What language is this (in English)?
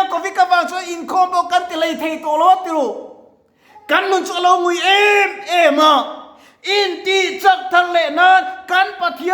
Mizo